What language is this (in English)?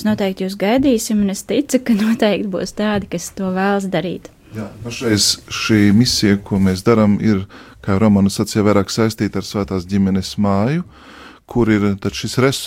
Latvian